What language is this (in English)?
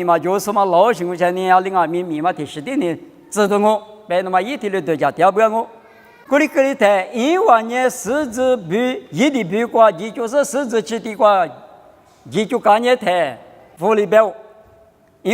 Lisu